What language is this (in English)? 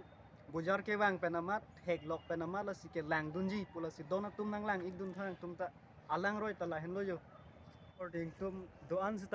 Karbi